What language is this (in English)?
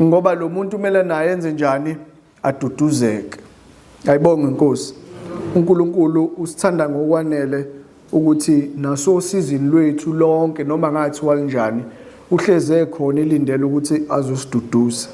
Zulu